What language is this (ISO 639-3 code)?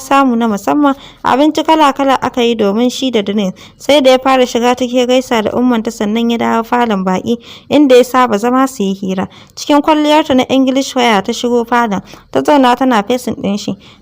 hau